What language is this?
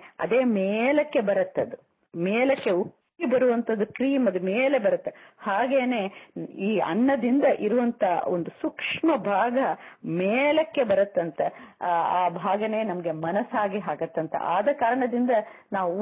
Kannada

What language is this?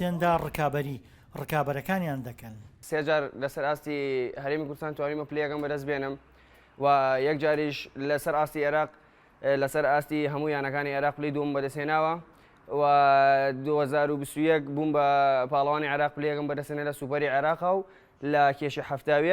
Central Kurdish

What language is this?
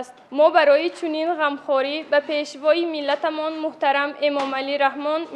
Tajik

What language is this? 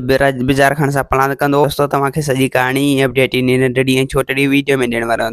Sindhi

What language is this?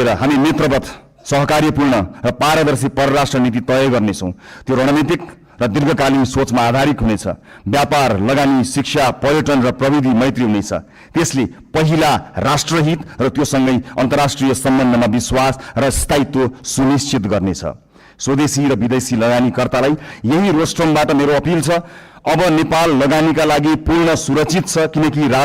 Nepali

